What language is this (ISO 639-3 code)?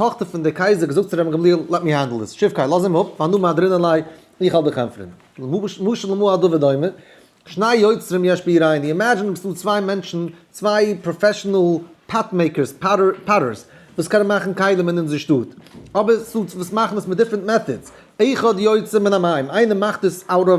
yid